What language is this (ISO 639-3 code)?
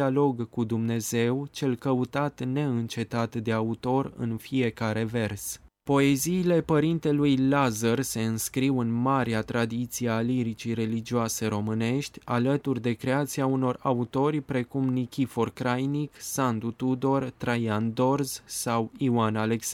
ron